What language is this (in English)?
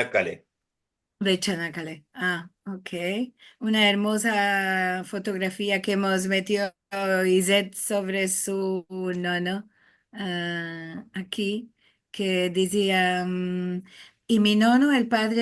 Ladino